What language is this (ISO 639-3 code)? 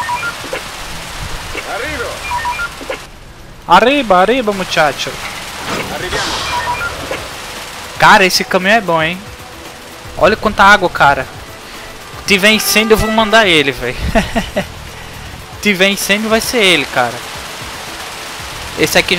por